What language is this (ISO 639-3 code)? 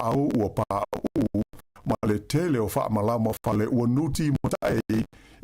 smo